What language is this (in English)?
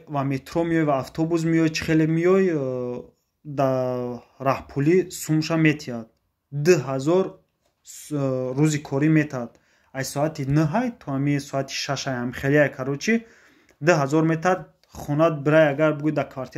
Tajik